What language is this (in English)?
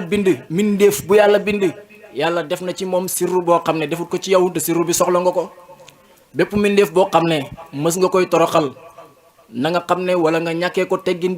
Wolof